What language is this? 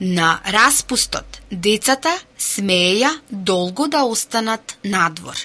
Macedonian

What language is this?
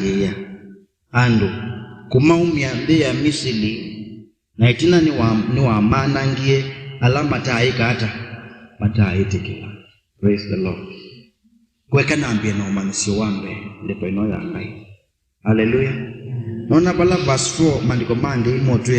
Kamba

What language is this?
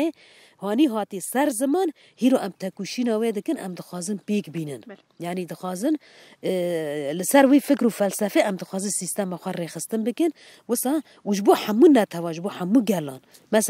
Kurdish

